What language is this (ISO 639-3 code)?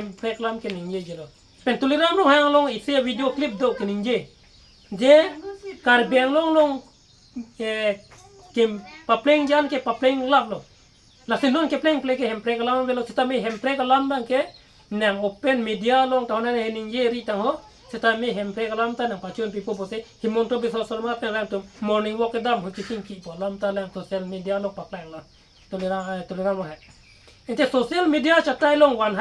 mjw